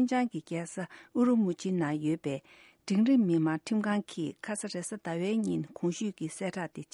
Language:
Tibetan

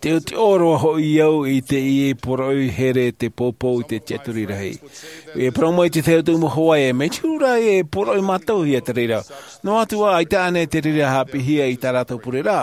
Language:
Tahitian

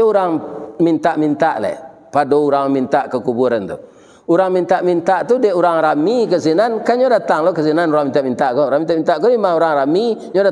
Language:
Minangkabau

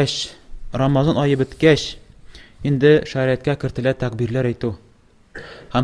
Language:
Tatar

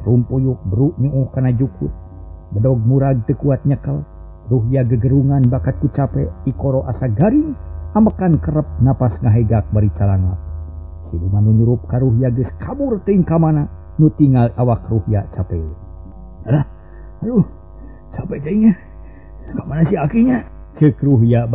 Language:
Sundanese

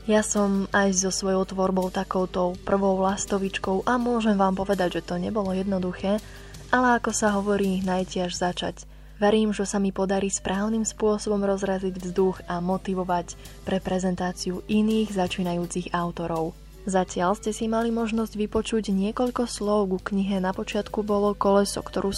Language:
Slovak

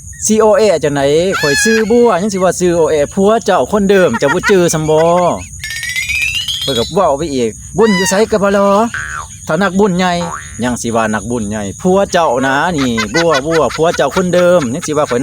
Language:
Lao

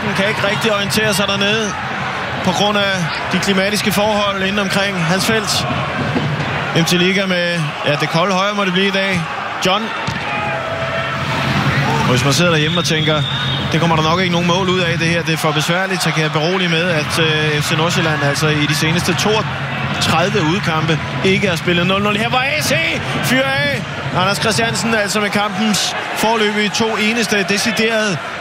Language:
Danish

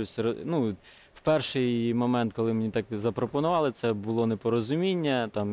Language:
Ukrainian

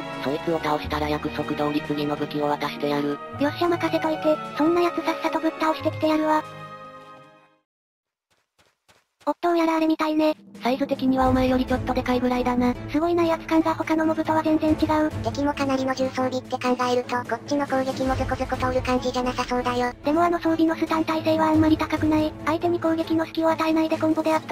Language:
Japanese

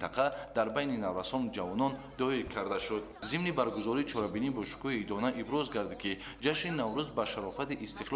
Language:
Tajik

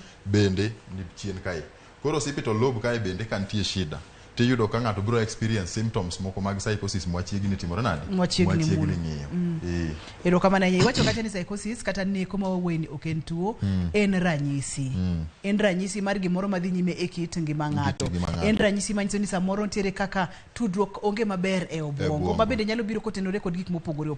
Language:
Luo (Kenya and Tanzania)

